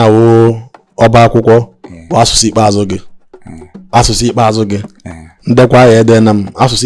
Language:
Igbo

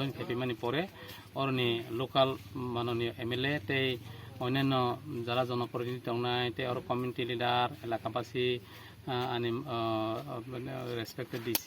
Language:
Kok Borok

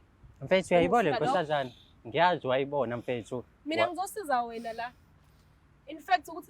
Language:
Zulu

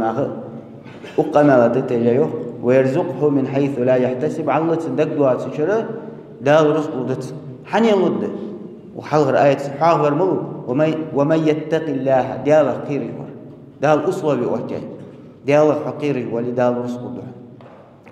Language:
Ingush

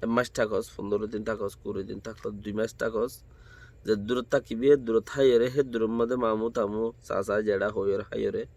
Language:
Rohingya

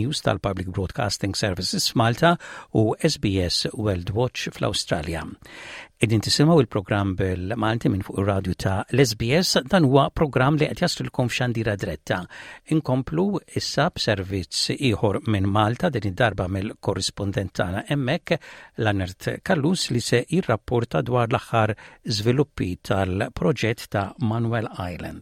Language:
Maltese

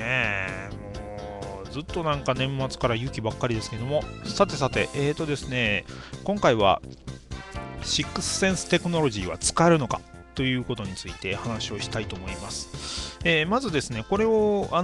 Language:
Japanese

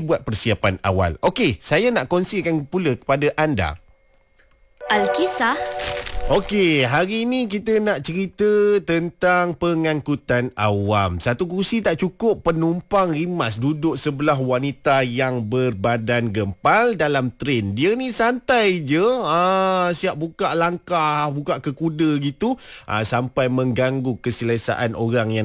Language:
Malay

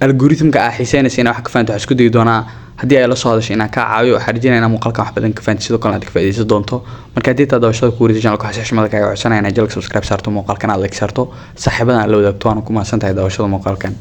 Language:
Somali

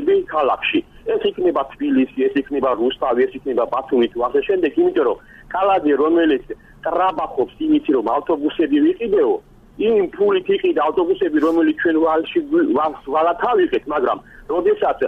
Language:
Georgian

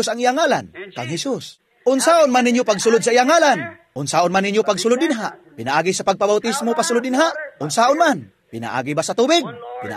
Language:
Cebuano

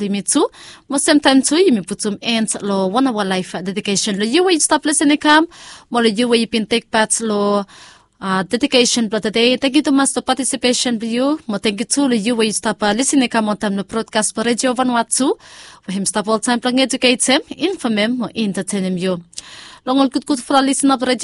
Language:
Bislama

